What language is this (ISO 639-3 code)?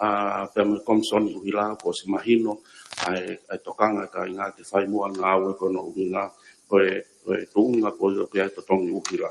ton